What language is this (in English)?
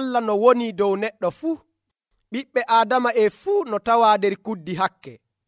Nigerian Fulfulde